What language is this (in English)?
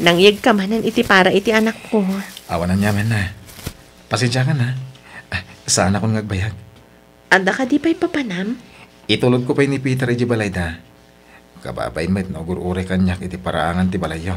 Iloko